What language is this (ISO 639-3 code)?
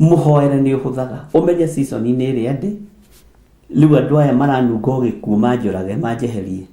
kik